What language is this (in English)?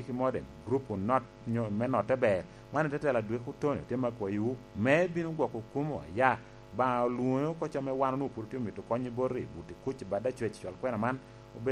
Lango (Uganda)